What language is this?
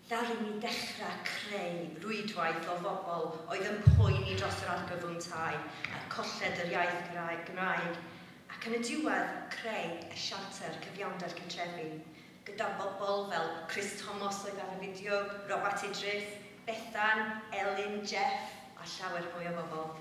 Welsh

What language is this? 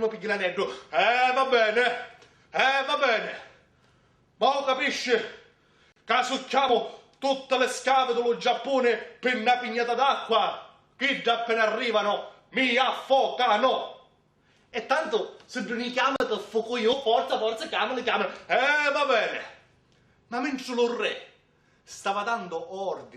Sicilian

